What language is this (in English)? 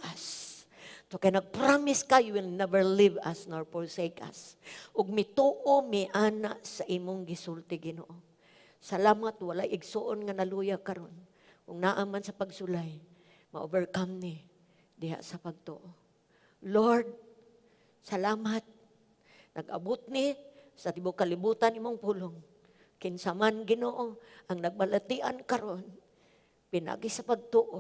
Cebuano